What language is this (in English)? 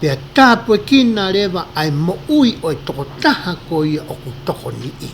Tongan